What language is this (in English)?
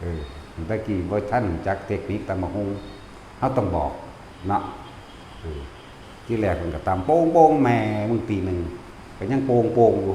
Northeastern Thai